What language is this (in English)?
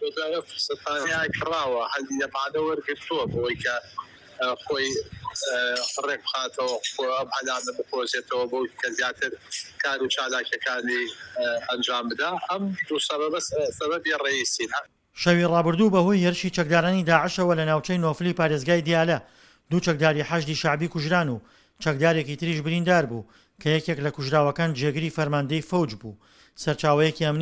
Central Kurdish